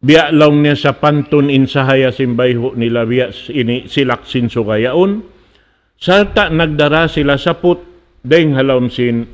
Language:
Tausug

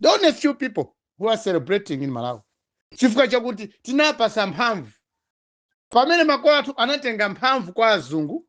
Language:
Nyanja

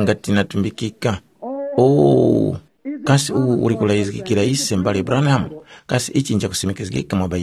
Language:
Tumbuka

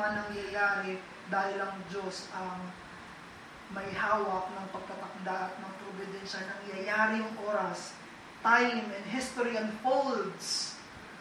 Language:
Filipino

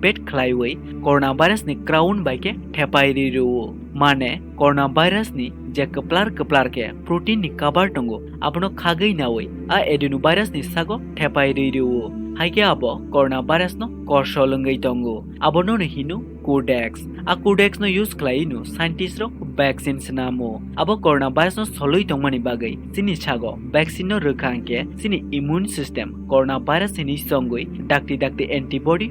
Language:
Kok Borok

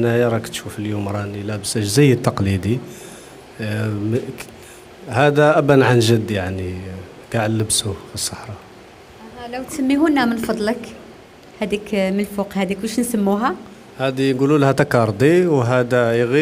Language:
Algerian Arabic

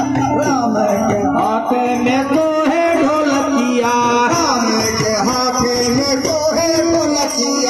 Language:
Bhojpuri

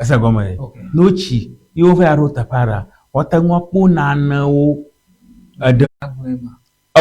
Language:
Ewe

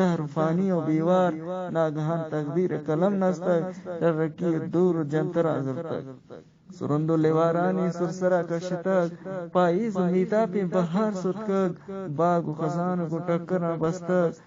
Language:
Eastern Balochi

